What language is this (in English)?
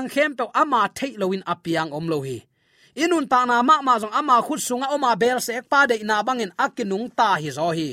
Tedim Chin